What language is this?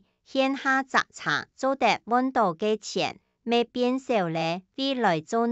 Hakka Chinese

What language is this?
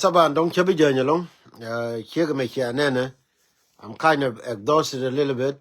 Nuer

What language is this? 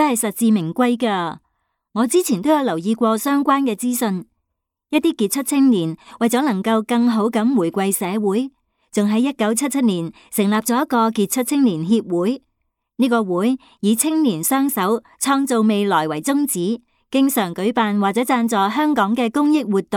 Cantonese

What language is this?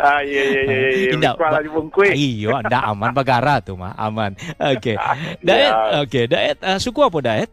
Minangkabau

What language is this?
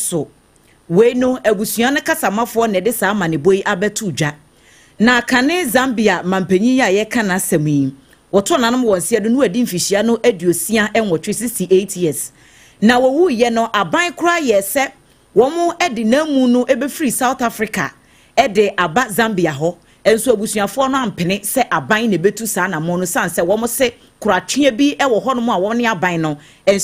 Akan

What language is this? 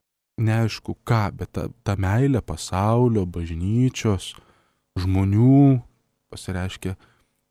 Lithuanian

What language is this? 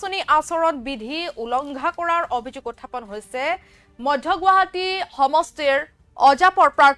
Assamese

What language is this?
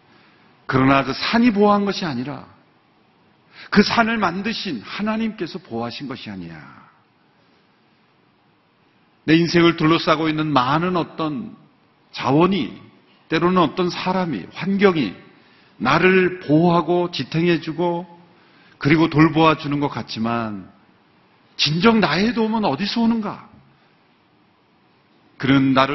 Korean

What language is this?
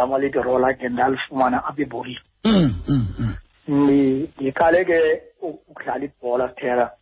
Xhosa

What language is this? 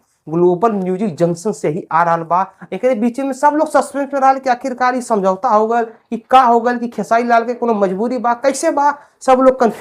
Bhojpuri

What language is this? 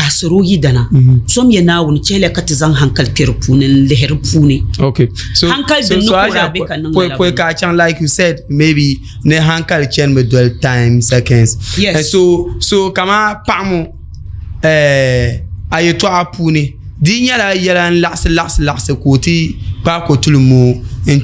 Dagbani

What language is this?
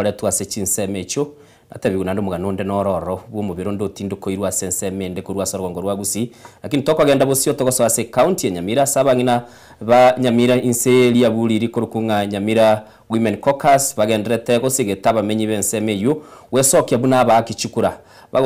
Gusii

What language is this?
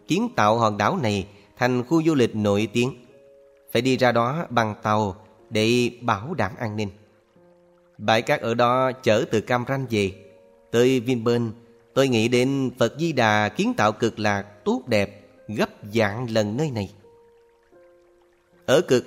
Vietnamese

